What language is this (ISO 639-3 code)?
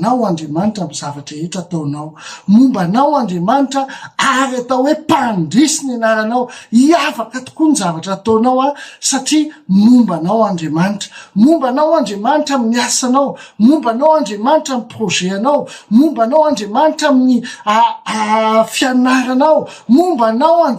mlg